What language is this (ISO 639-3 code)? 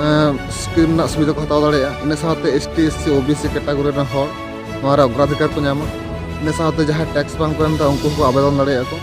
sat